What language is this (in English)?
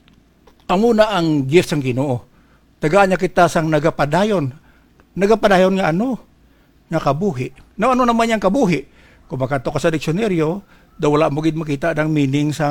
Hiligaynon